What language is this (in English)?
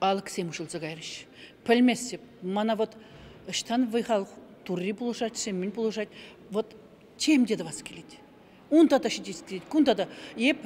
Chuvash